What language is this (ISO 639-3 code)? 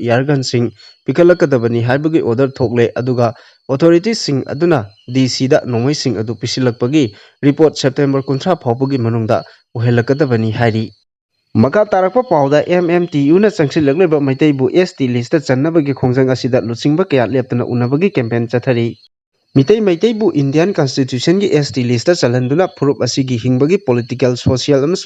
mni